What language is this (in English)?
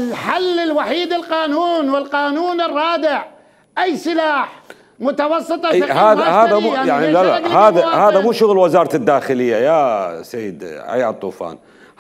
Mesopotamian Arabic